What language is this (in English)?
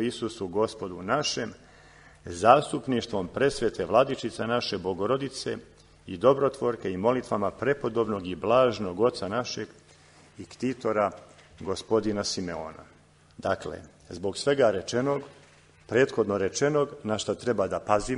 Serbian